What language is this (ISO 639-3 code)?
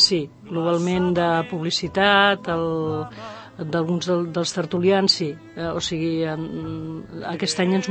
cat